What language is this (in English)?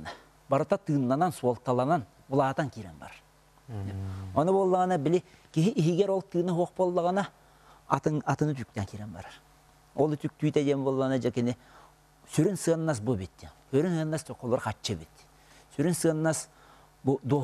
Yakut